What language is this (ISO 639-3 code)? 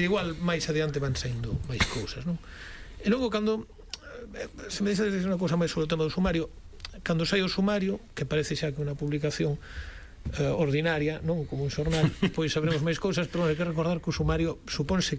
glg